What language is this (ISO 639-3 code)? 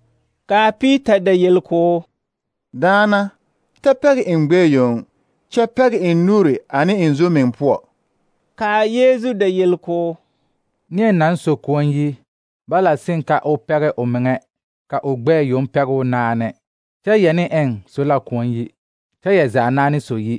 dga